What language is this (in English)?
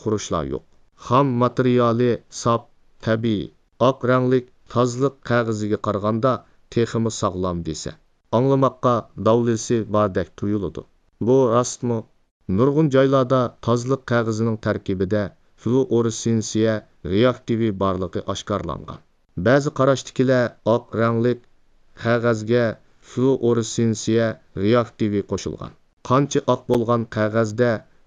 Uyghur